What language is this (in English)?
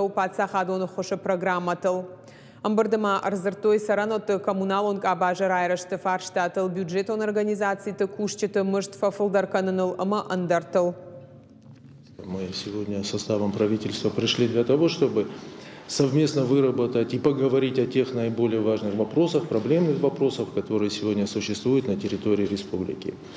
Ossetic